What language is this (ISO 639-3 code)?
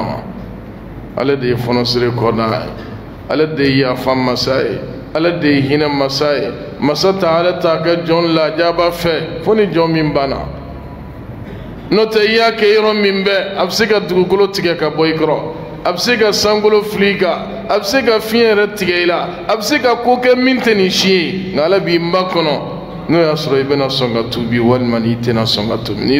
bam